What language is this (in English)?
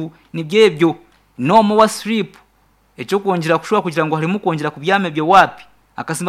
Nyankole